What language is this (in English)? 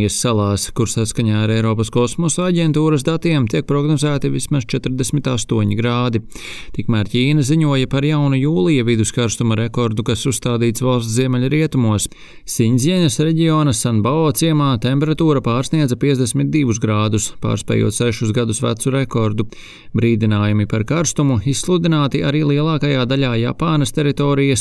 Latvian